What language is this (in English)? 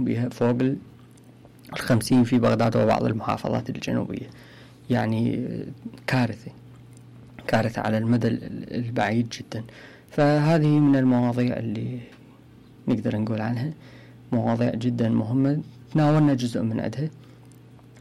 Mesopotamian Arabic